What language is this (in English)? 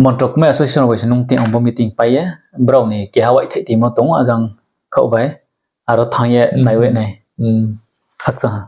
Riang (India)